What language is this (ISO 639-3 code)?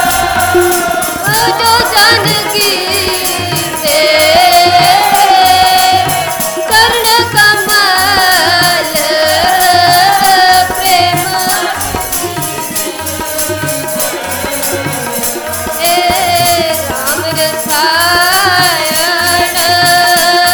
pan